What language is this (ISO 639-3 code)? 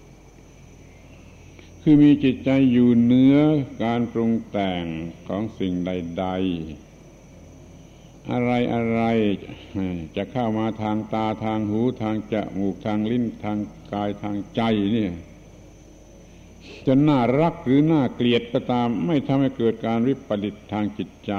tha